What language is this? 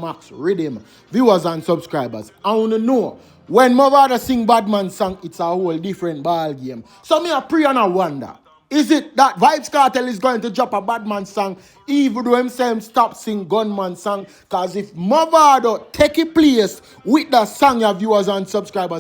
Jamaican Creole English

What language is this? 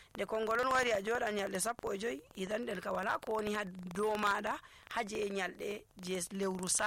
Nigerian Fulfulde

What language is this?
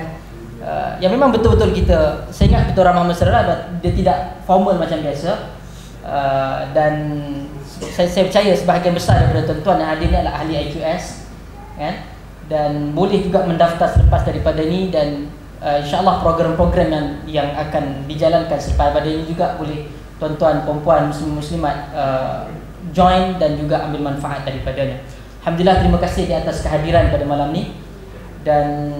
Malay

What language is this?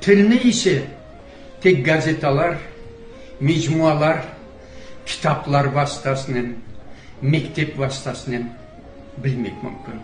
Crimean Tatar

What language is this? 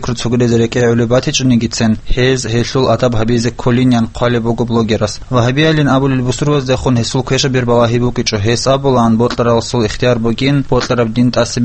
Avaric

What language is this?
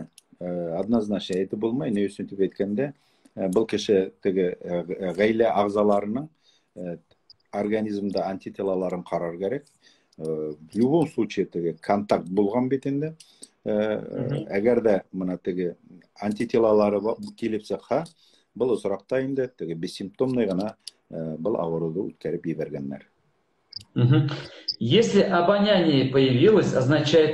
Bashkir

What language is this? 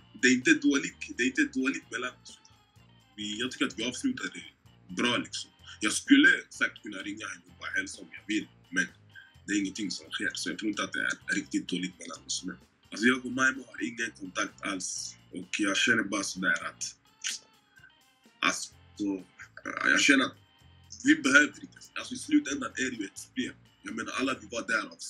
Swedish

